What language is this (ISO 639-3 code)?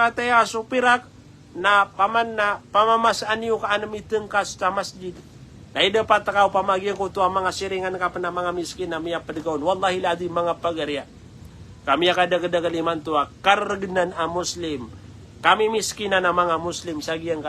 mrw